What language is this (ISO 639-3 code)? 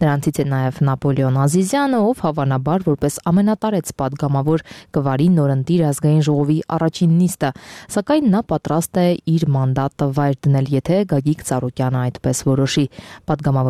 hye